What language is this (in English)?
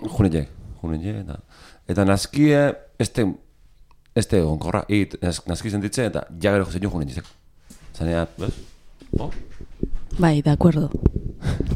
Basque